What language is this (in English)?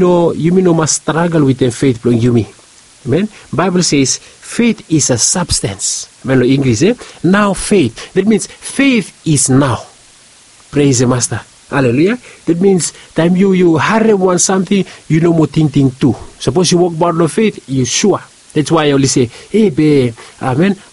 Bislama